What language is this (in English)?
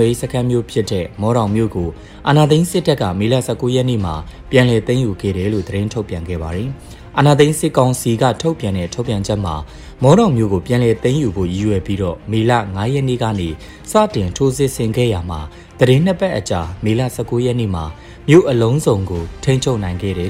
Burmese